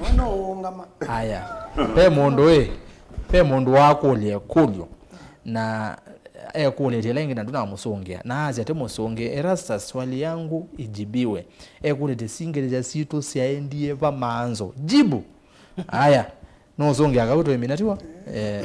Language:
Kamba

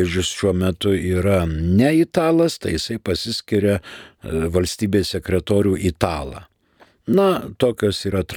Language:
Lithuanian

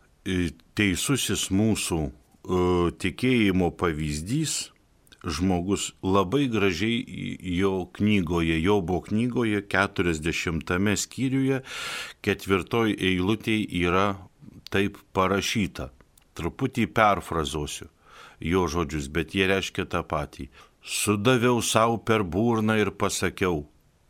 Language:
Lithuanian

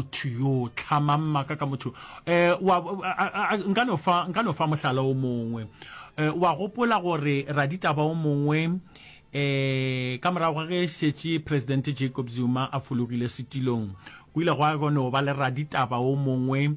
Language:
Northern Sotho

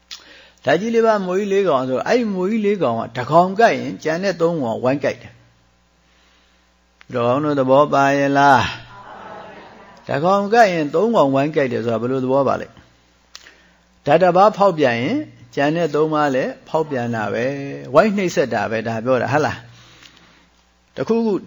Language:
Burmese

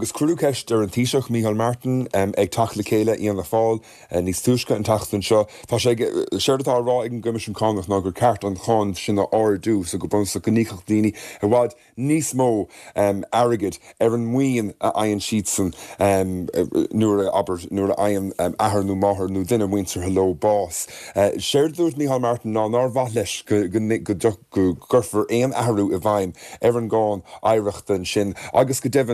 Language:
Irish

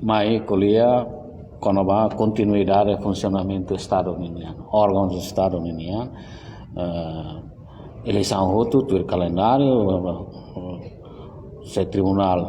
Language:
Tetum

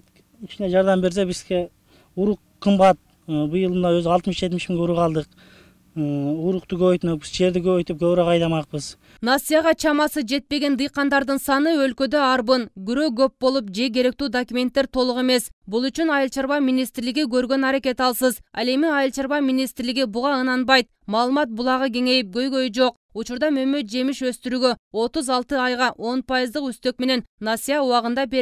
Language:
Kyrgyz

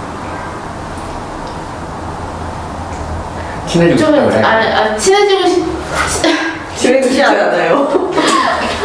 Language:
Korean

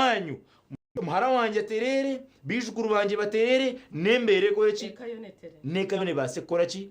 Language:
Nyankole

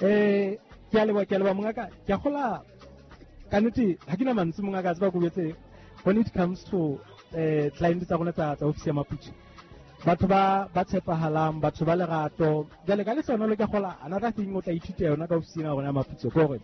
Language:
Southern Sotho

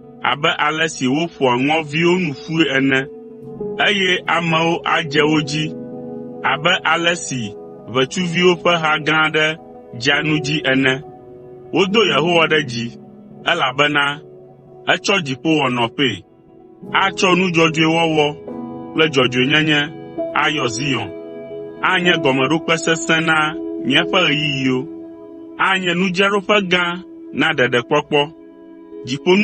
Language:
Ewe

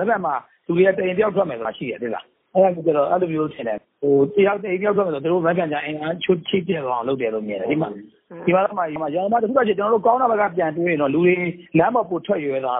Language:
Burmese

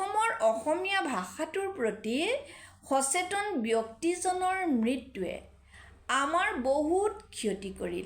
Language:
Assamese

